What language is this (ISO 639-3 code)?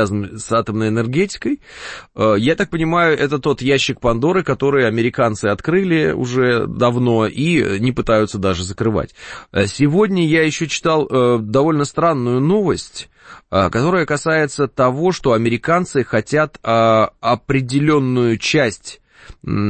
rus